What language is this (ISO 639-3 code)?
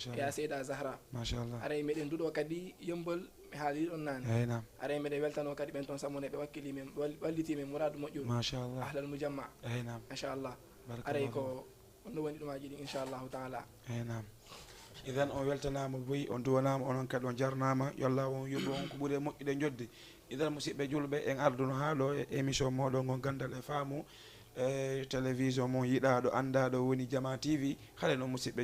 ful